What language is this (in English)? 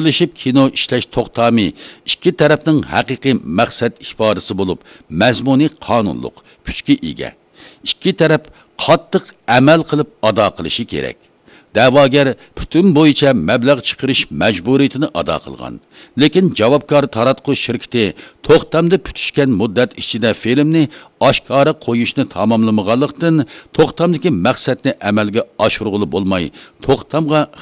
Uyghur